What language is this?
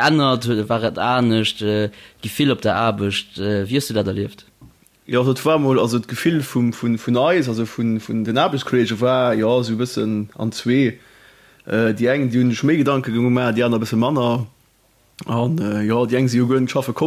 Luxembourgish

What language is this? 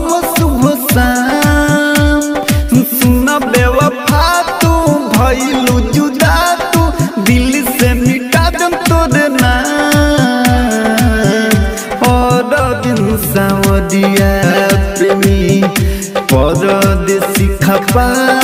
Bhojpuri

